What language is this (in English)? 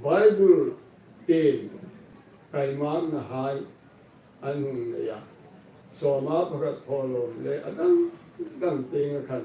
Hmar